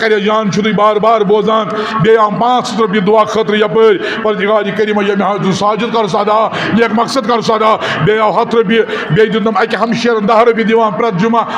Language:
Kashmiri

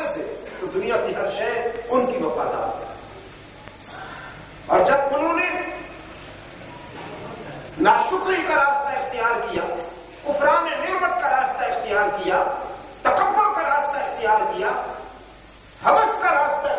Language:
Urdu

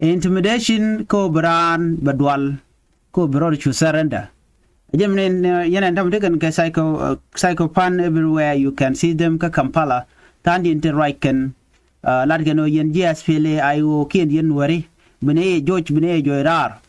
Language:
Nuer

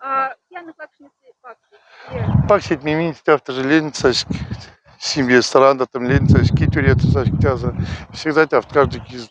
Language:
Moksha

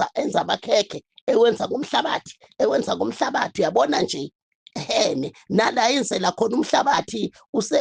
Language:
Zulu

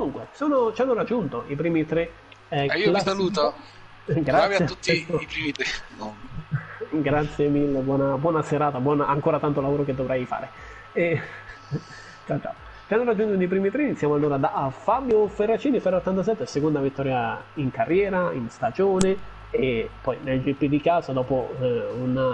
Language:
Italian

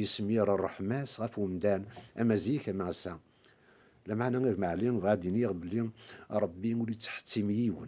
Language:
Kabyle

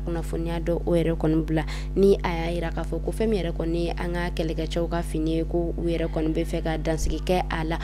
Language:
Bambara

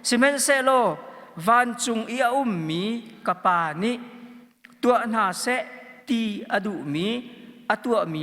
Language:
Hakha Chin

